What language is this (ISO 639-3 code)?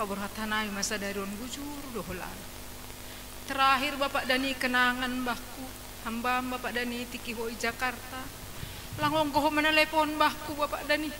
bts